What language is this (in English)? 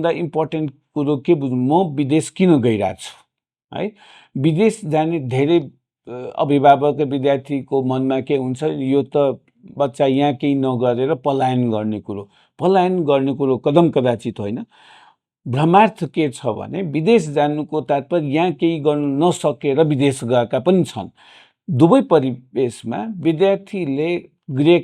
Nepali